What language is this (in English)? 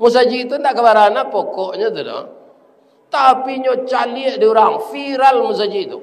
Minangkabau